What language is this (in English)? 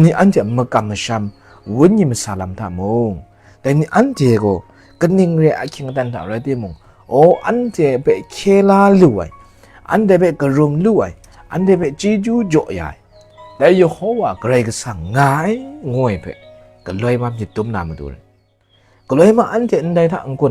Kachin